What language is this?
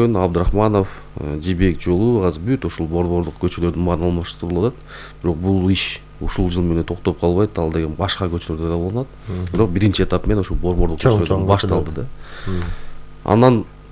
Kyrgyz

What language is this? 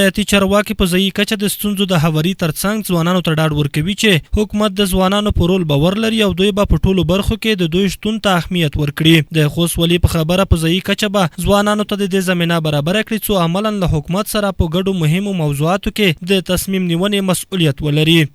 Pashto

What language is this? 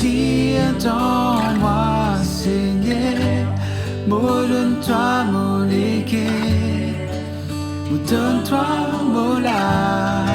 Morisyen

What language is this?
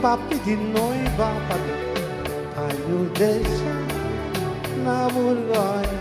Kabuverdianu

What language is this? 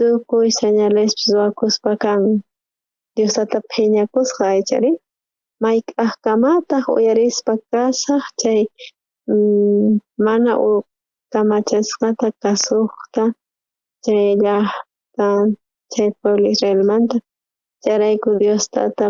South Bolivian Quechua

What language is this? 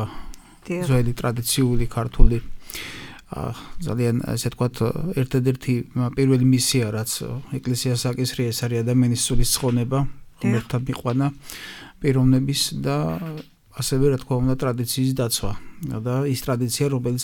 Georgian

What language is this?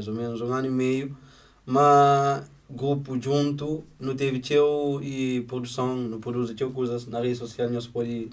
Kabuverdianu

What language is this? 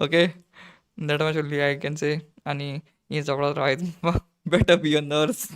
Konkani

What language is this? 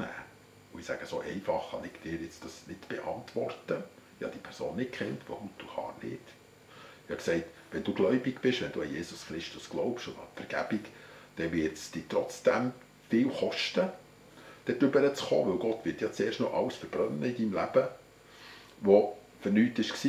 Swiss German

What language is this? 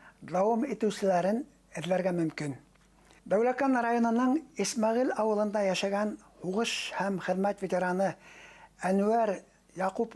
Bashkir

